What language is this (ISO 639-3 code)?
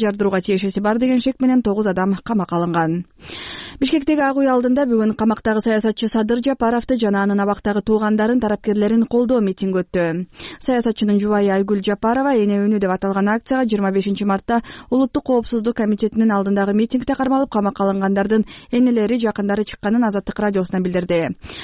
kir